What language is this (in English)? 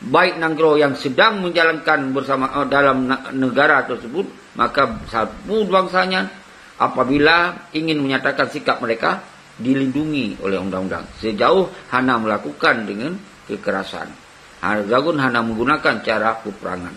Achinese